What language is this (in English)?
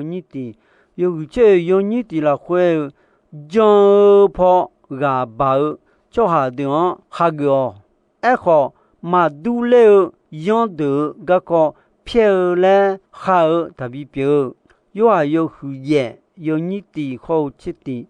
Akha